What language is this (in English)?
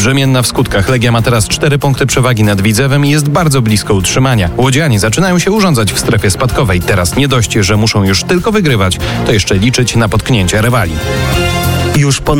Polish